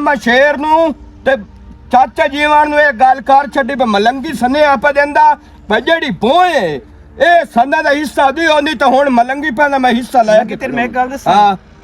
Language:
Western Panjabi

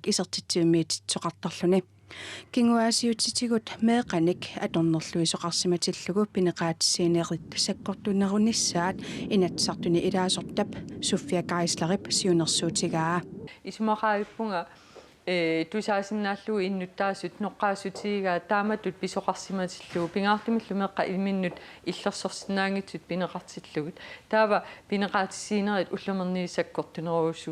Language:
Kalaallisut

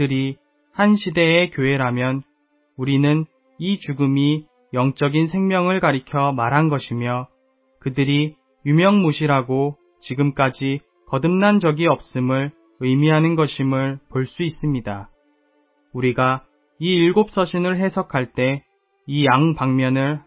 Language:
Korean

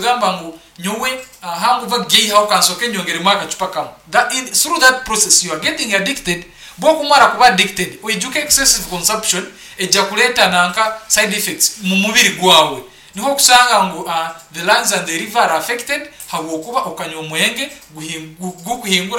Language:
Nyankole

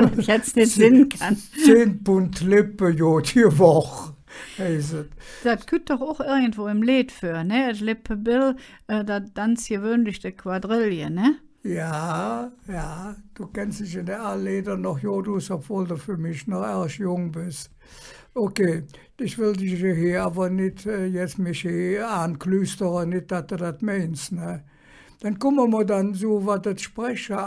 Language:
Colognian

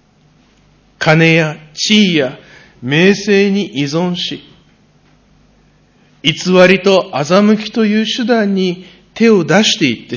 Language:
Japanese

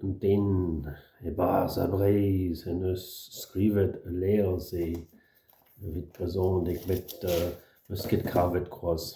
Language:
Breton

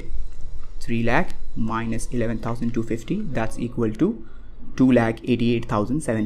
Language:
English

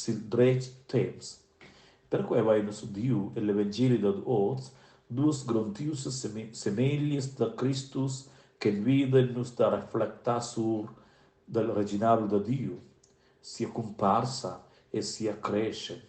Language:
Romansh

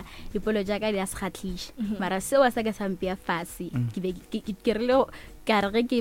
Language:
Northern Sotho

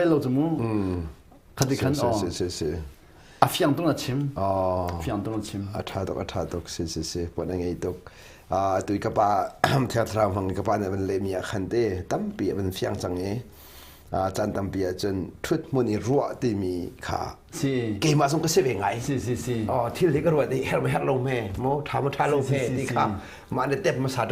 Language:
Hakha Chin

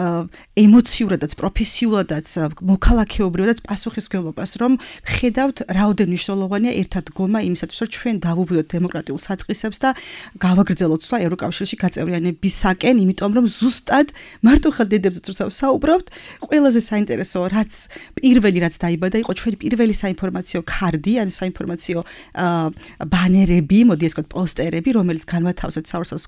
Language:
Georgian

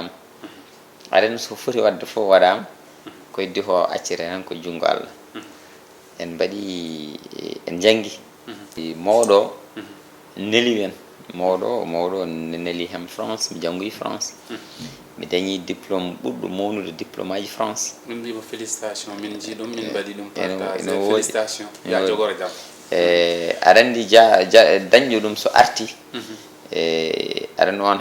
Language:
Fula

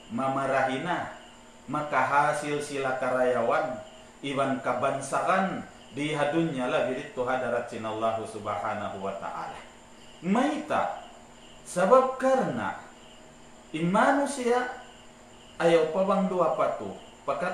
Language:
Tausug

